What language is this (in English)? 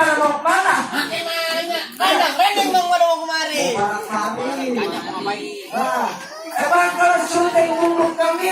Betawi